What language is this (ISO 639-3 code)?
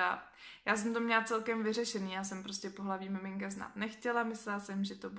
ces